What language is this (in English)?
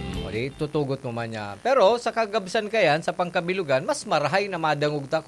Bikol